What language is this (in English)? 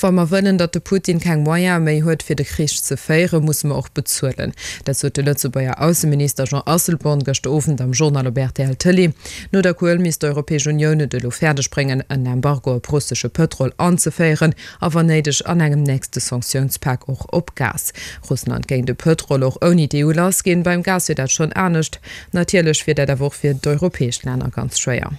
Luxembourgish